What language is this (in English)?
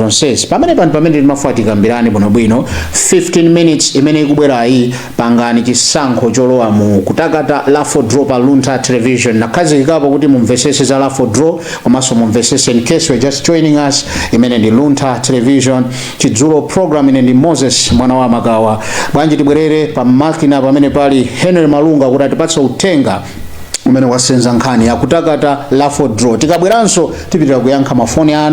Nyanja